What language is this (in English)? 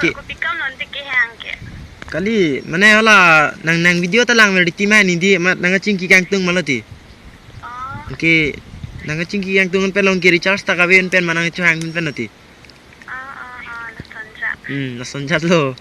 Karbi